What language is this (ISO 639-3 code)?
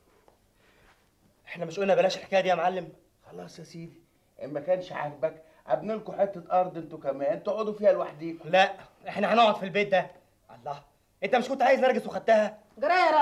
arz